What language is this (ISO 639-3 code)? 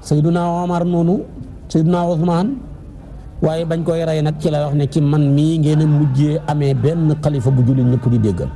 wol